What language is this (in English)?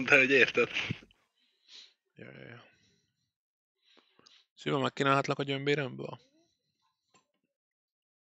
Hungarian